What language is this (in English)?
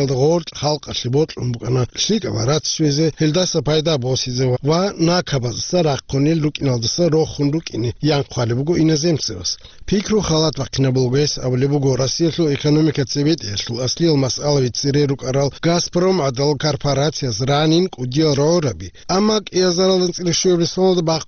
Avaric